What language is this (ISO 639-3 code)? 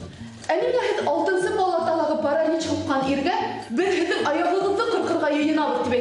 bak